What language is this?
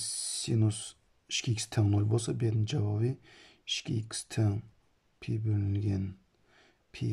Uyghur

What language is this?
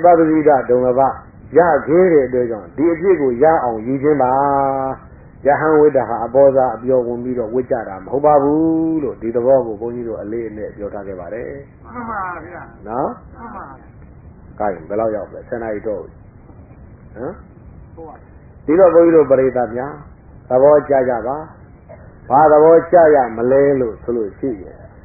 Burmese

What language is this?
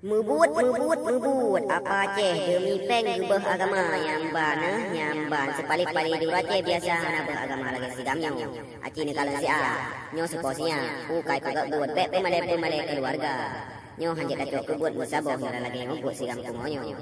Achinese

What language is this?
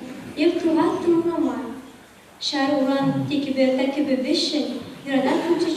Chuvash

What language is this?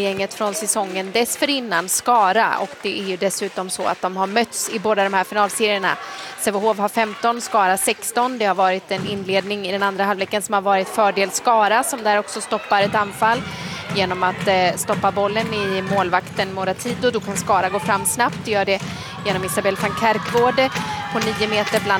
Swedish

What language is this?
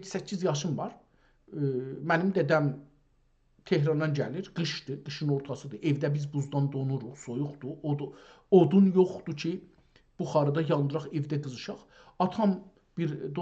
South Azerbaijani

